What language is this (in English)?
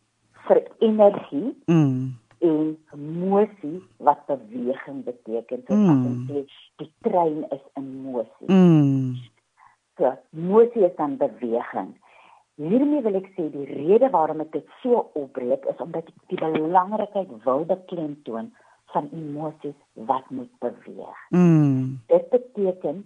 Afrikaans